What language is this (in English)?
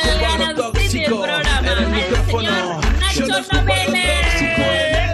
Spanish